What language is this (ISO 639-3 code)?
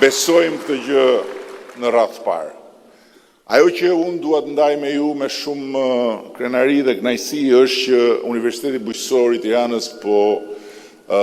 sqi